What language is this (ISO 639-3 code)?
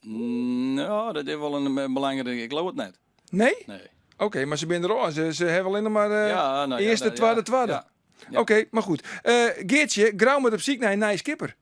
fry